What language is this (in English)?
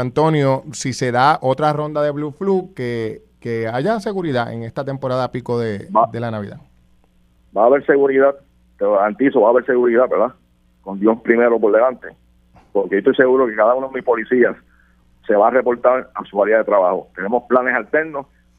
Spanish